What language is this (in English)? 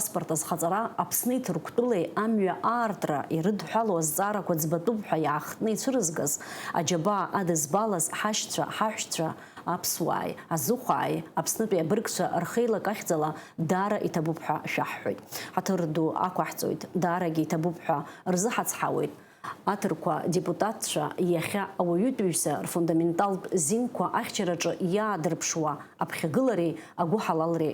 Abkhazian